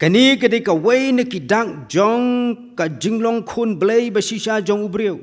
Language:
Khasi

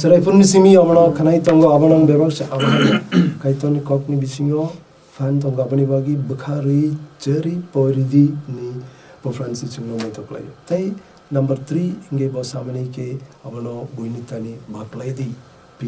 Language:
Kok Borok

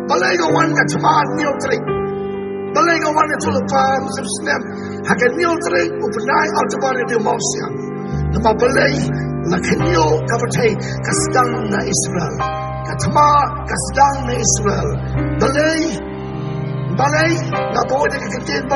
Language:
Khasi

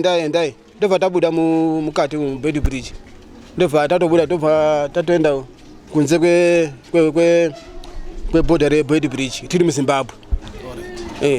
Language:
Shona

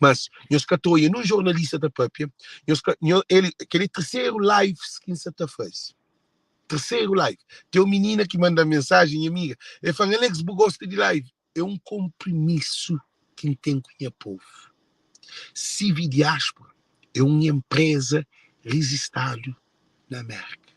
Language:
Kabuverdianu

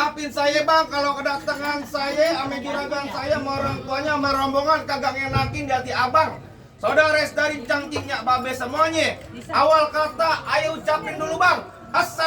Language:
Betawi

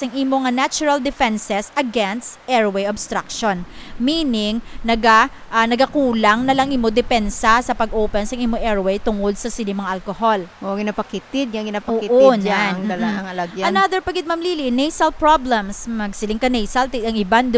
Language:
Hiligaynon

